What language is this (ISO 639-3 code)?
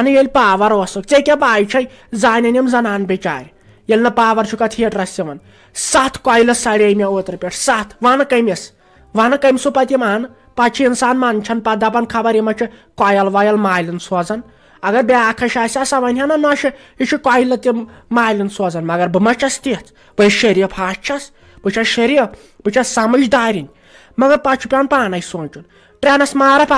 kas